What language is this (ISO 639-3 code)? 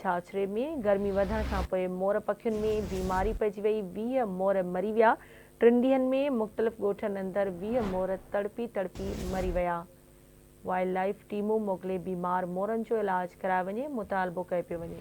snd